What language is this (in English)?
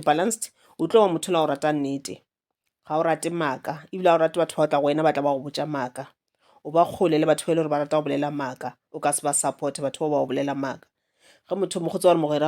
Northern Sotho